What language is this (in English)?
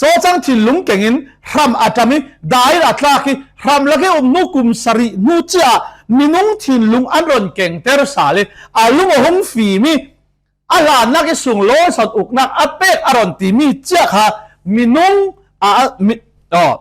Falam Chin